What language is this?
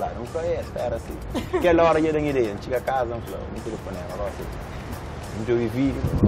Kabuverdianu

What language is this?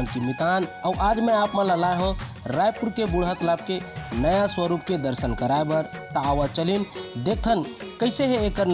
Chhattisgarhi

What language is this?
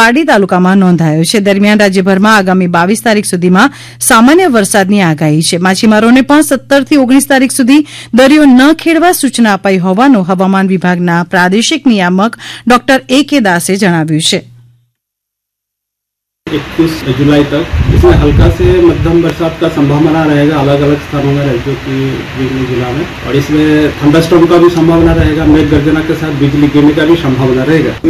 Gujarati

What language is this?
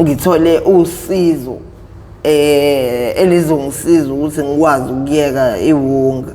Zulu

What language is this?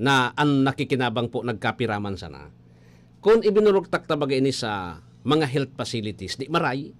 Bikol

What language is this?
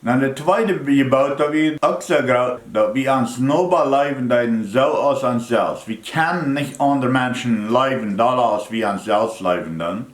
Plautdietsch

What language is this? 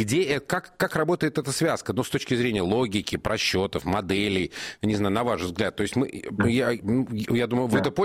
Russian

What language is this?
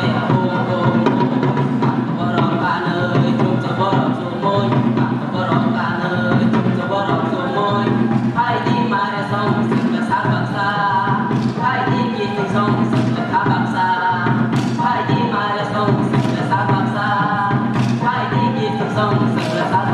Kok Borok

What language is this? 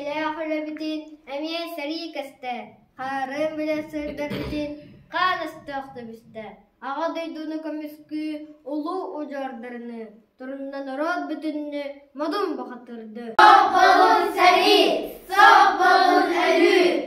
Yakut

